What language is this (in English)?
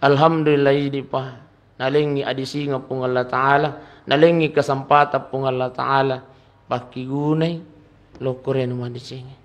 Buginese